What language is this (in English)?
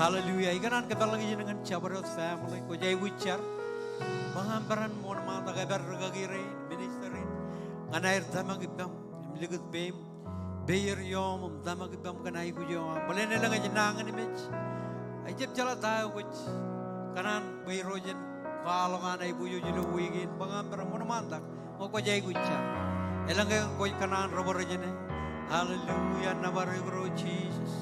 Marshallese